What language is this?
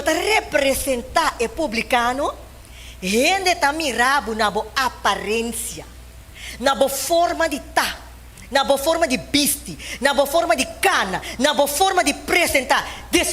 Papiamento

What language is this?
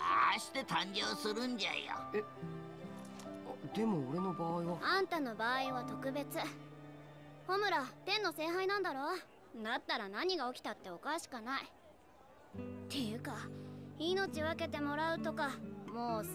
Japanese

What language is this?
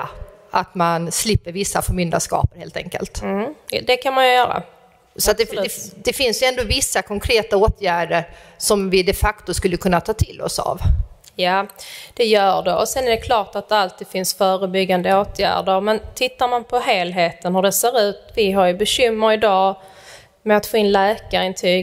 Swedish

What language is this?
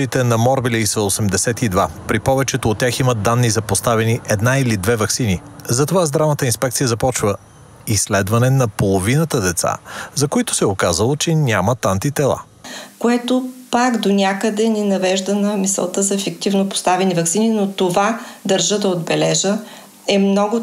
Bulgarian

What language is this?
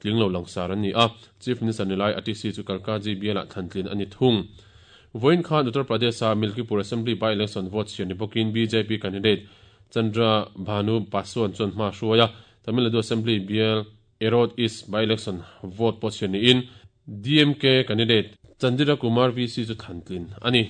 Mizo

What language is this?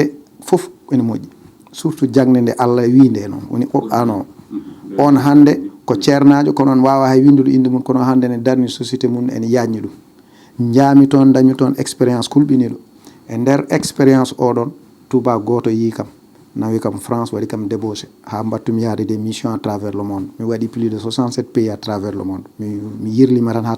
Fula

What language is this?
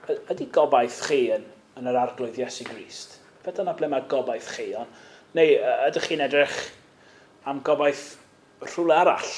Welsh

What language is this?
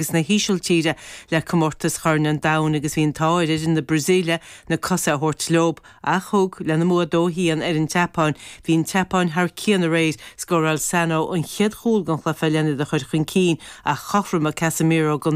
Irish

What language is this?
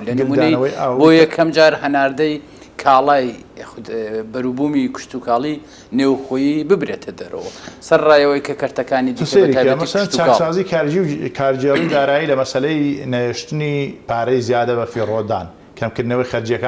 Central Kurdish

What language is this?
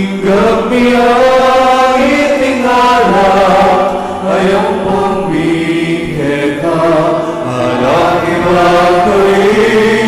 Pampanga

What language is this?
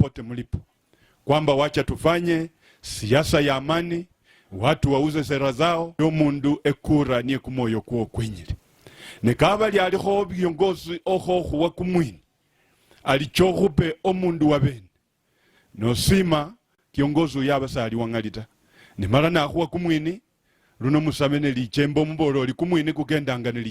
Luyia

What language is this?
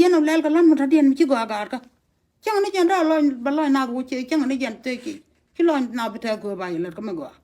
Nuer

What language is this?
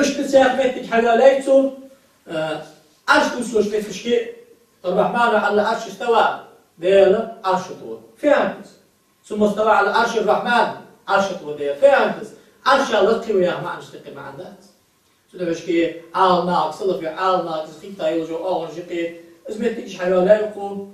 Ingush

